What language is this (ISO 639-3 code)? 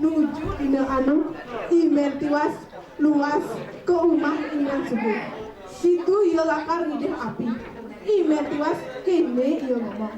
ban